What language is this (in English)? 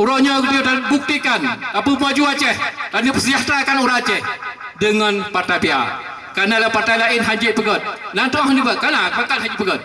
Achinese